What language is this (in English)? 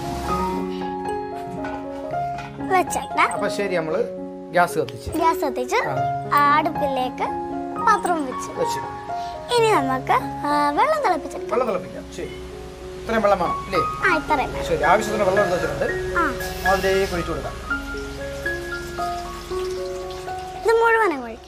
Malayalam